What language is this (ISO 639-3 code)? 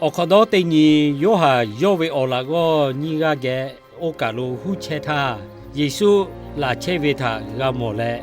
lhu